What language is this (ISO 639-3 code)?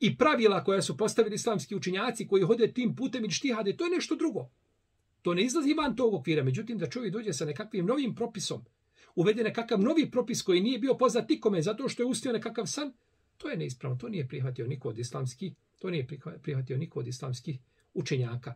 bos